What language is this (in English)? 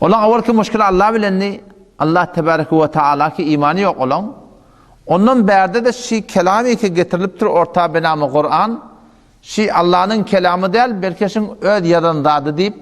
Turkmen